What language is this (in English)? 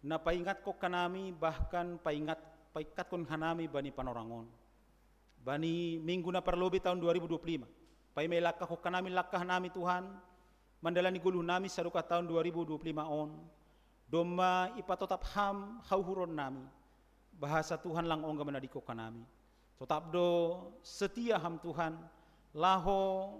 Batak Simalungun